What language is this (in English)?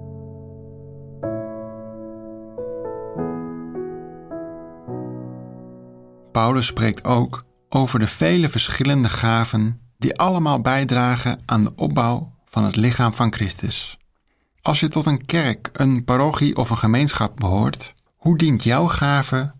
Dutch